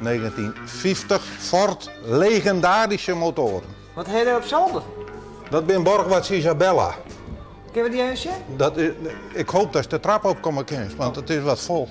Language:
Western Frisian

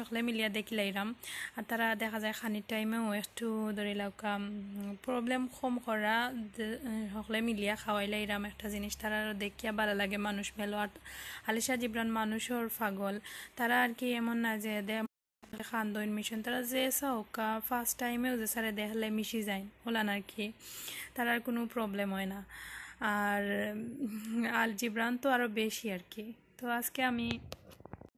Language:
Sylheti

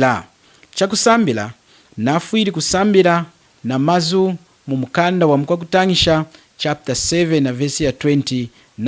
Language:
Lunda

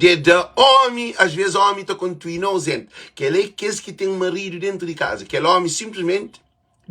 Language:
Kabuverdianu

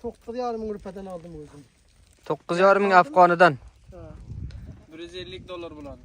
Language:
Uzbek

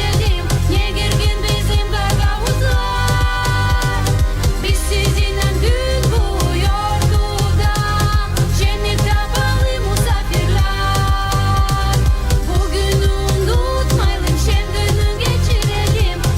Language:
Gagauz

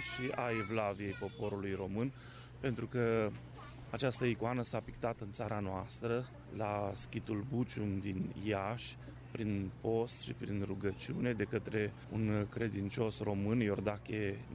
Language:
Romanian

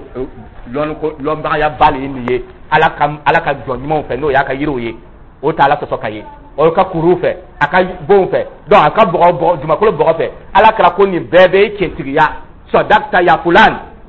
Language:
Dyula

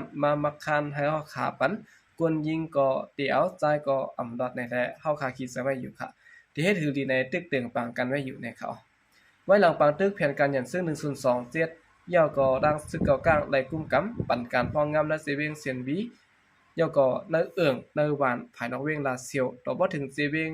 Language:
Shan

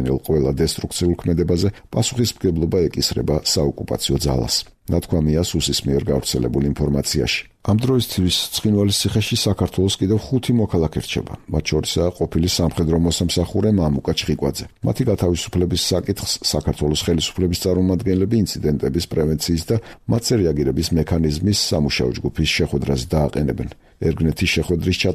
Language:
Georgian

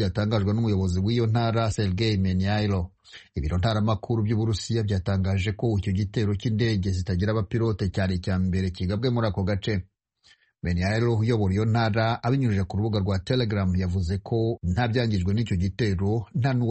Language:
Kinyarwanda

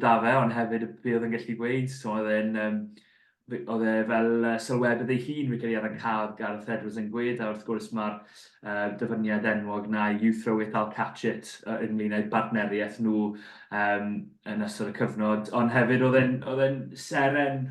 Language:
Welsh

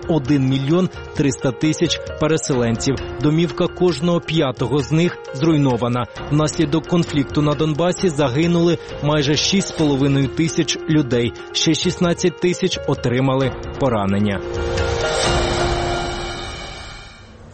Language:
Ukrainian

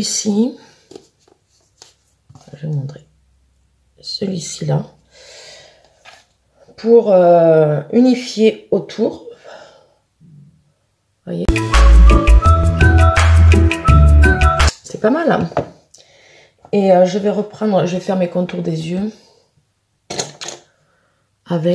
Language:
French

